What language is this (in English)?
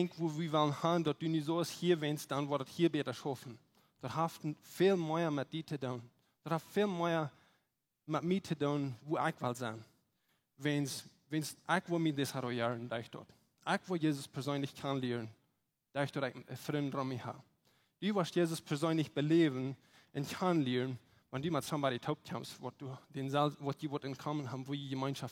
Plautdietsch